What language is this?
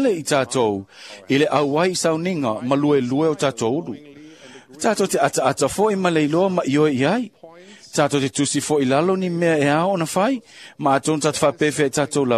Samoan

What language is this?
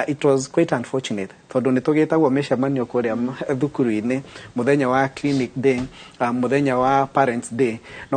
Kikuyu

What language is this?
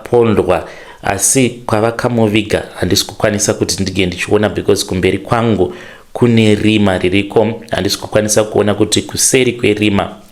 Shona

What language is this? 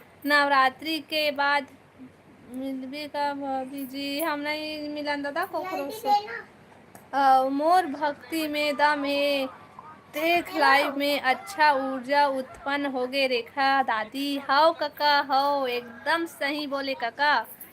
Chhattisgarhi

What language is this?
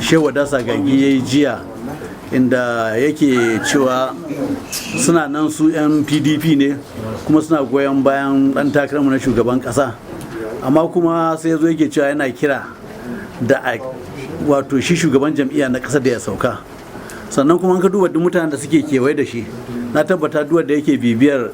Hausa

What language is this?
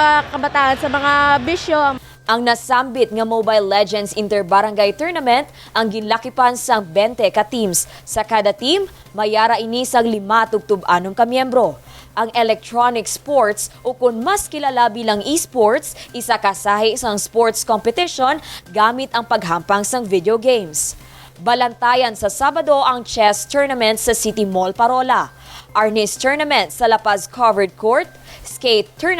Hiligaynon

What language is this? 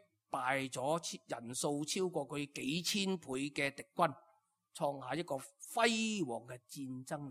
Cantonese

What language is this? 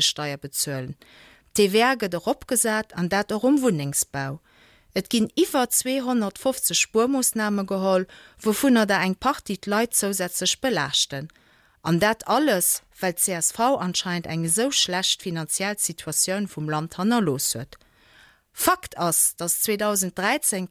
Luxembourgish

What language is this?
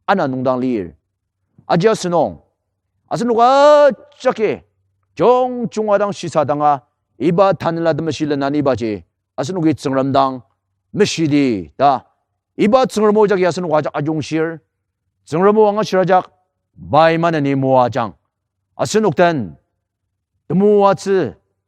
Ao Naga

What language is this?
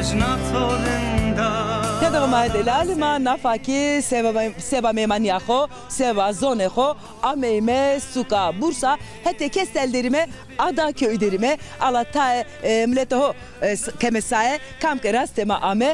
Zaza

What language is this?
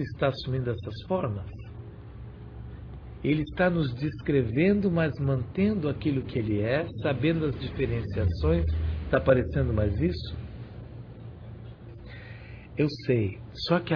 Portuguese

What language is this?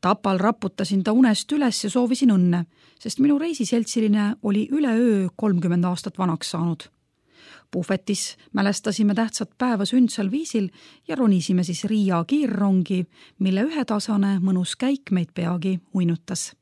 Estonian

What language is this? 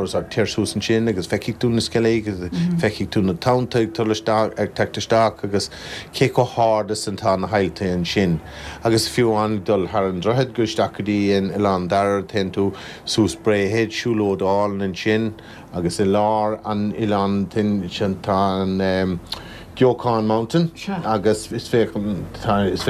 Irish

